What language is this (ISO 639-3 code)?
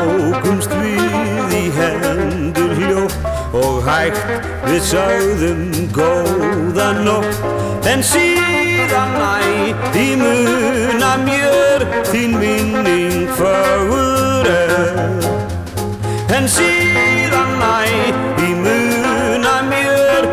isl